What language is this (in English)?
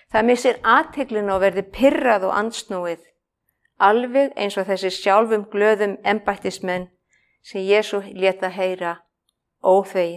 Icelandic